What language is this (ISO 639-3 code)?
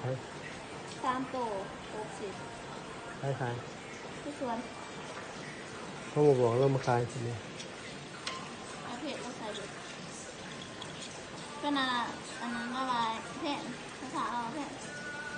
lao